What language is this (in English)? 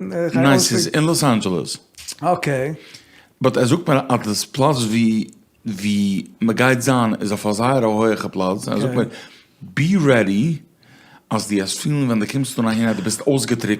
Yiddish